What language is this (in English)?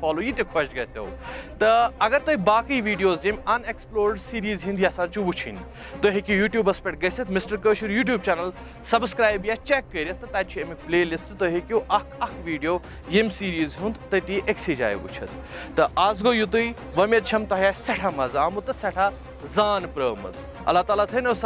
Kashmiri